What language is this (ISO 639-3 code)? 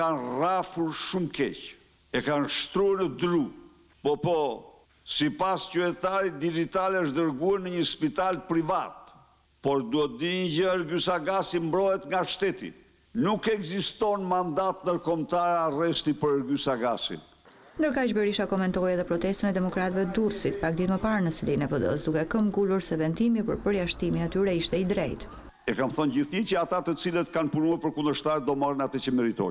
sqi